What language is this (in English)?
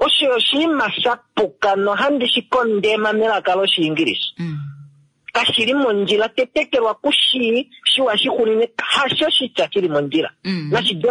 Kuanyama